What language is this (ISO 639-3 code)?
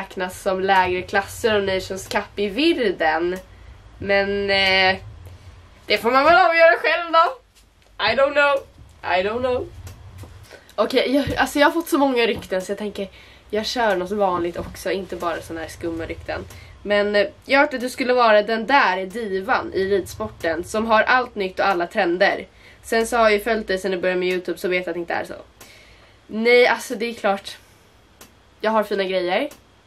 swe